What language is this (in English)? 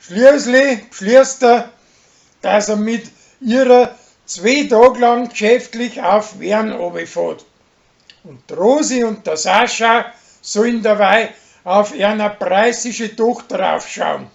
Bavarian